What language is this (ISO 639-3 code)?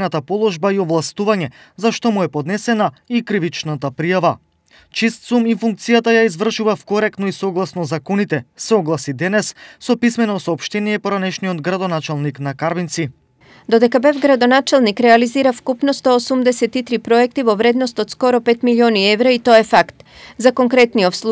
mkd